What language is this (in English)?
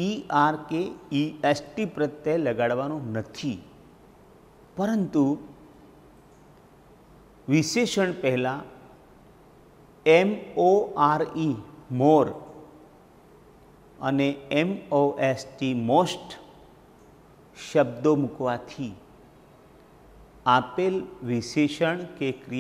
Gujarati